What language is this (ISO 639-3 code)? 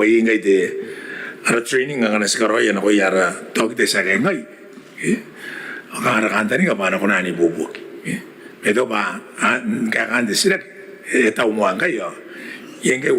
gil